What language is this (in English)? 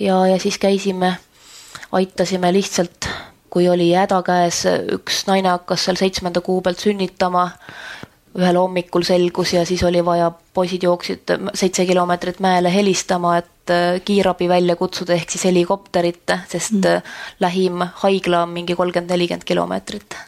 Estonian